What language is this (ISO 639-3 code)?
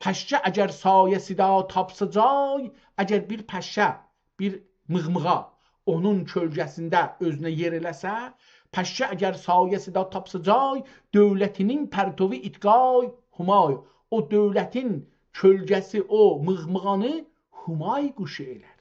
azb